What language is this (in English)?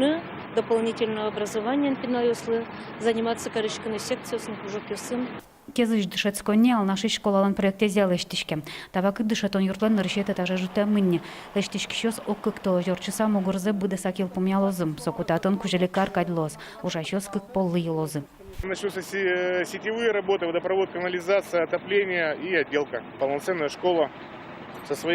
Udmurt